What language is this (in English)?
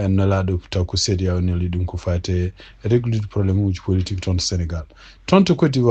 Fula